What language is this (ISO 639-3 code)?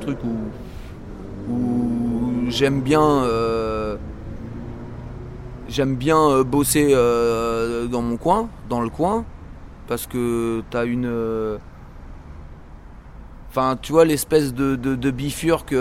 fra